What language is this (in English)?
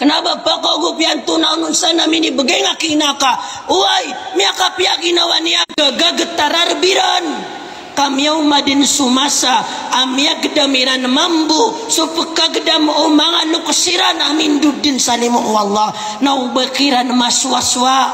Maranao